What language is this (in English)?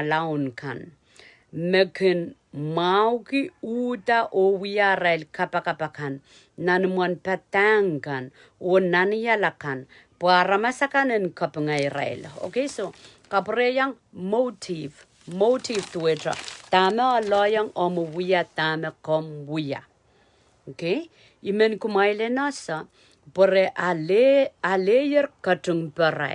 Pohnpeian